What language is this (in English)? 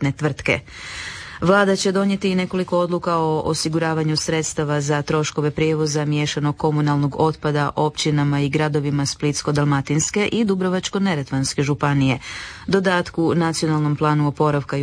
Croatian